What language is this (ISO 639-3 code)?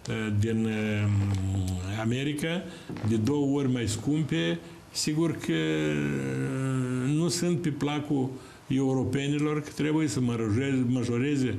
ron